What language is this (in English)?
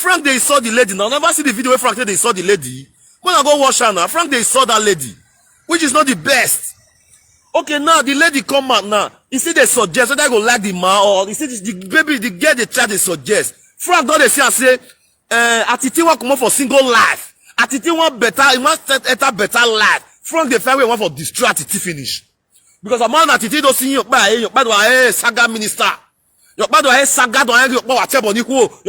Nigerian Pidgin